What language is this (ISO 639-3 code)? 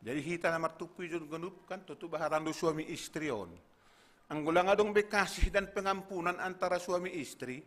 bts